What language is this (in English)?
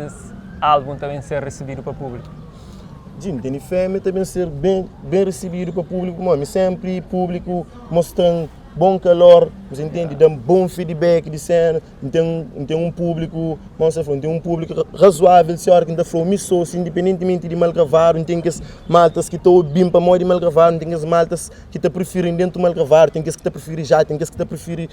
Kabuverdianu